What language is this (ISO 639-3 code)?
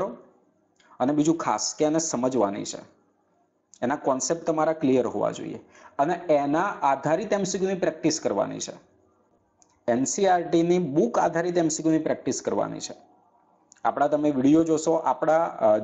guj